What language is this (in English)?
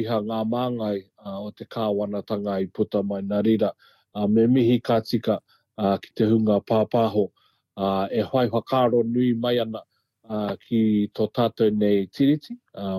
Māori